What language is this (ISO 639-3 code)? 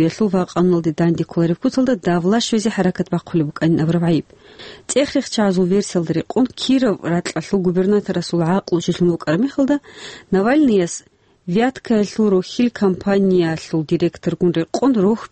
ava